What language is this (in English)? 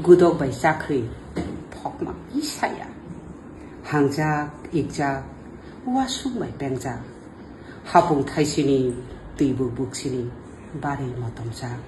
Kok Borok